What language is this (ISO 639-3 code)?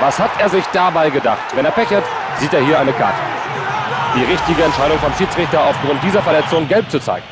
bar